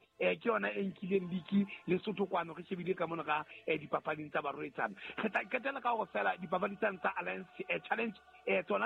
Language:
Southern Sotho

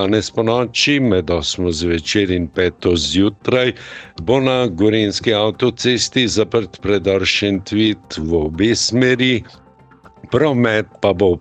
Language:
Slovenian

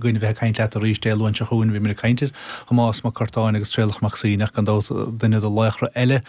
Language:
Irish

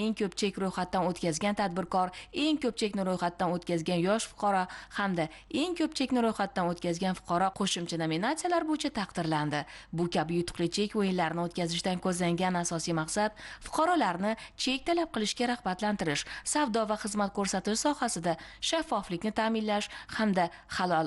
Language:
Uzbek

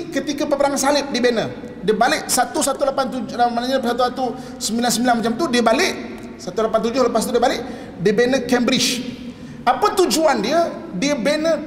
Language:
Malay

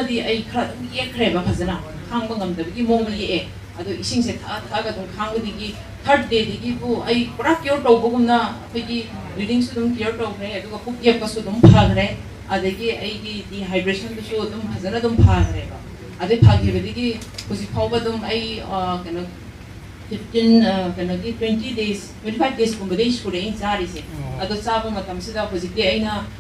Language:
Manipuri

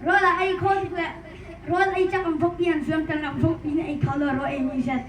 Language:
Hakha Chin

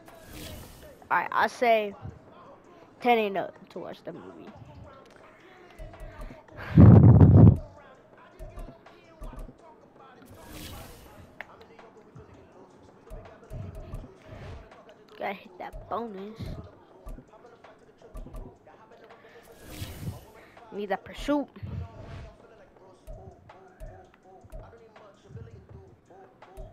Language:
English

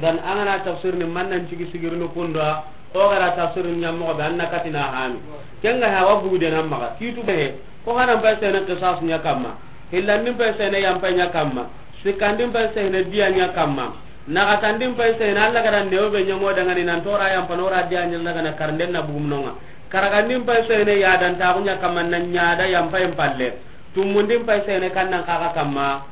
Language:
Soninke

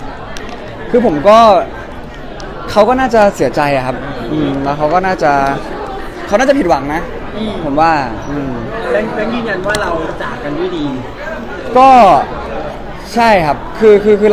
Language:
Thai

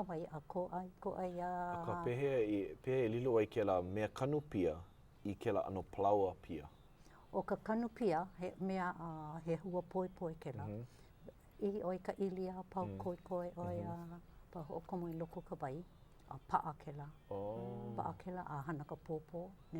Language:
Hawaiian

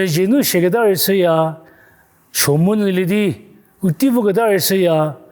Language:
Angami Naga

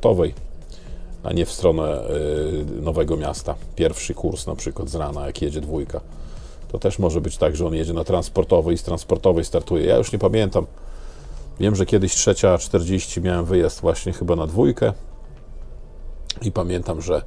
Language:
Polish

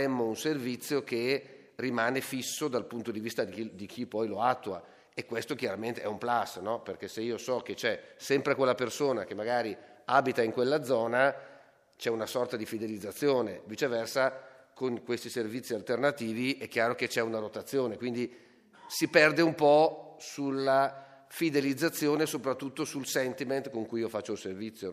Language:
Italian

